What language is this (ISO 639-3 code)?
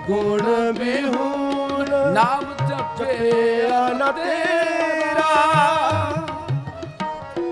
pan